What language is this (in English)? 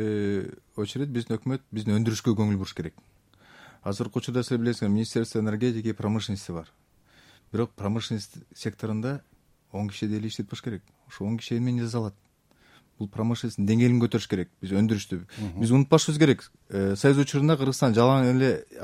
Kyrgyz